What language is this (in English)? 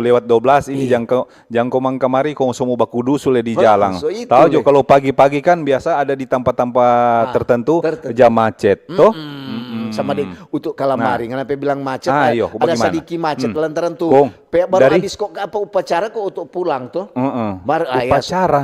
Manado Malay